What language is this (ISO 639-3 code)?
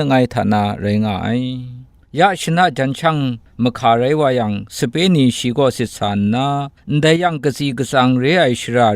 kac